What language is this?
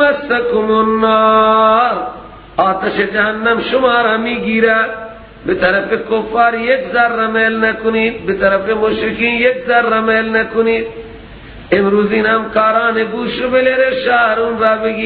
Persian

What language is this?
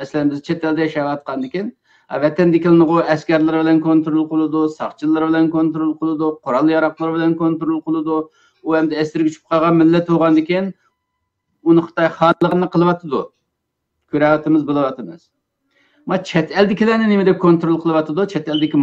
Uyghur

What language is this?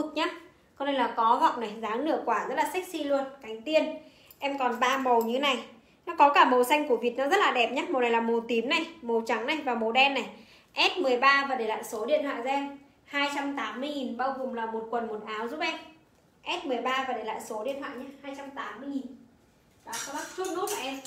Vietnamese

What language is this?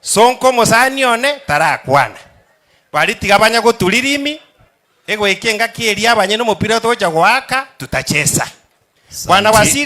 Gusii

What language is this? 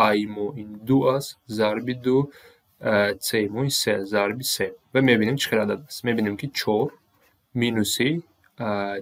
Tajik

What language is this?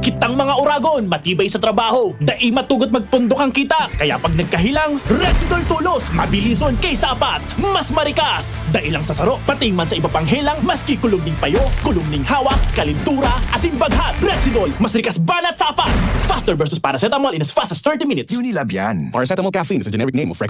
Bikol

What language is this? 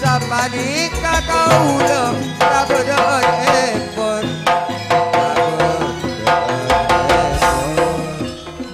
Madurese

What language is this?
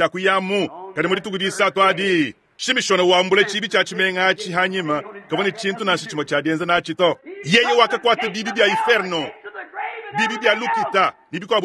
Luba-Lulua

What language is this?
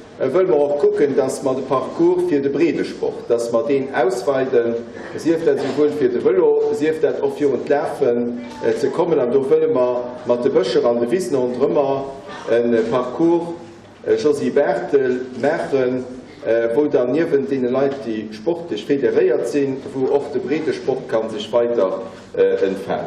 Luxembourgish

